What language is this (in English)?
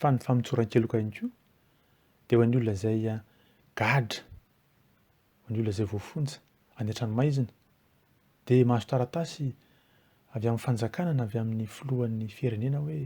Malagasy